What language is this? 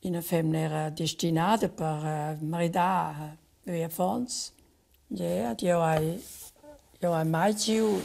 Romansh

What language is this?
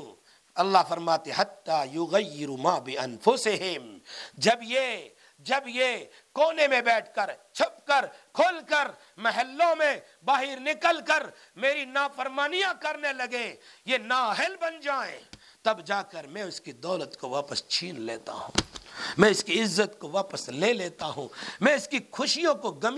Urdu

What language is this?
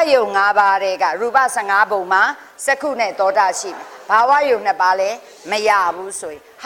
Burmese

